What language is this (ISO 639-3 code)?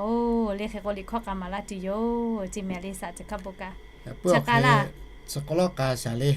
lhu